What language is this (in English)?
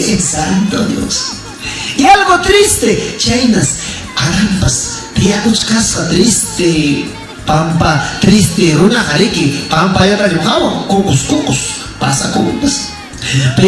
Ayacucho Quechua